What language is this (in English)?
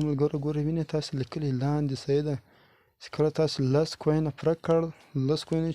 Pashto